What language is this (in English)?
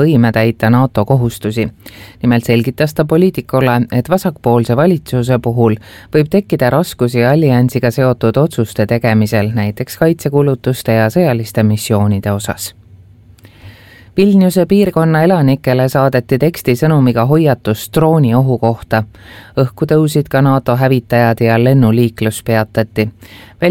Estonian